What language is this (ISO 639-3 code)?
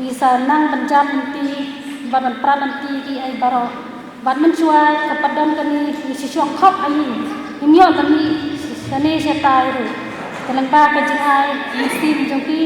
kha